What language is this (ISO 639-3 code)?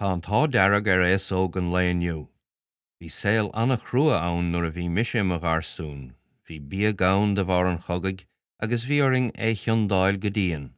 gle